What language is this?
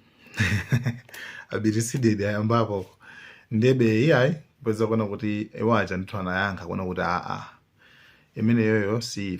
Nyanja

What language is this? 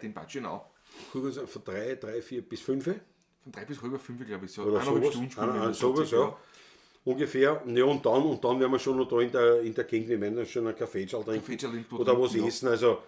Bavarian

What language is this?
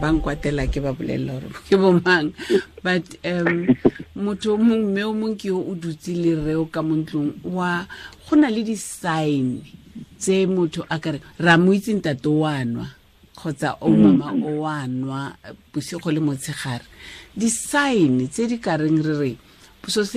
Tswana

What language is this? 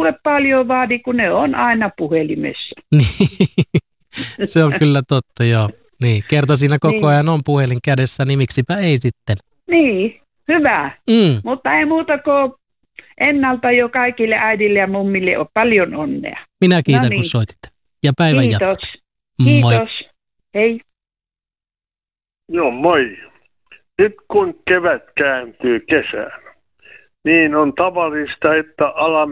Finnish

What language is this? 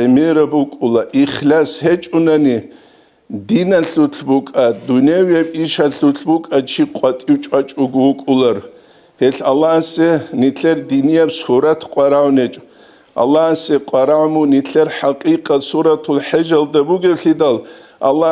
Avaric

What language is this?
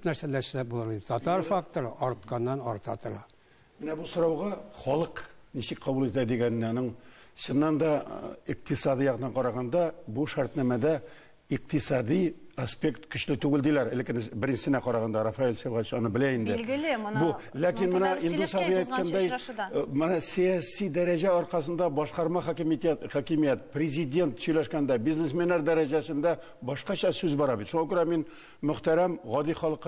Tatar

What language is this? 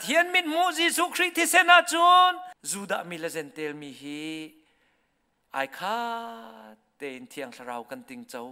Hakha Chin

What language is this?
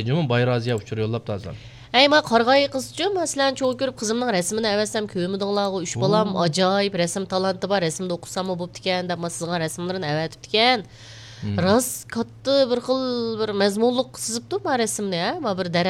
Uyghur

